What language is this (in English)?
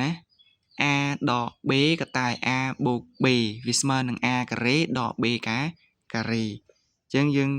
Khmer